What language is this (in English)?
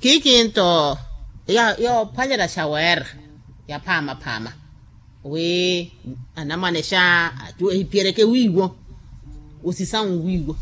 Makhuwa